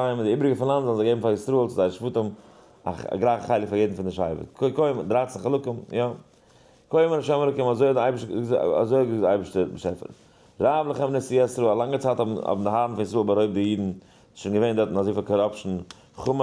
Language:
Yiddish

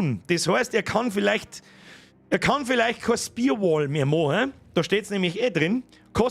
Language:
Bavarian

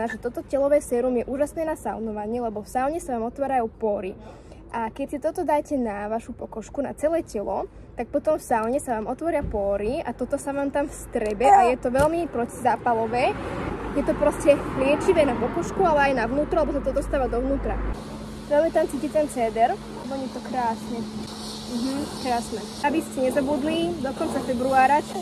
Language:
Slovak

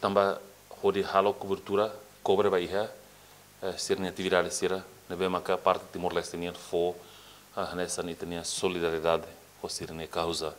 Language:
Tetum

